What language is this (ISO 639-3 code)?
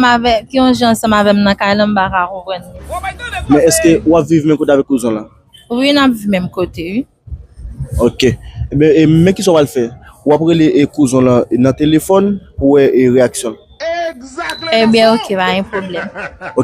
hat